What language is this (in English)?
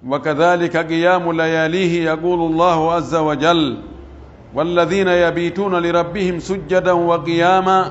Pular